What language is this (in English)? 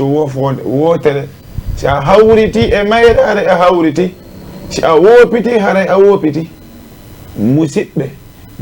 Fula